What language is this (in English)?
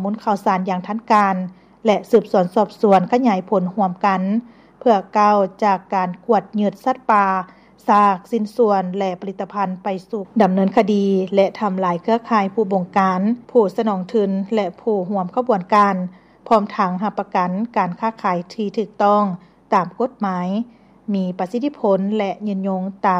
Lao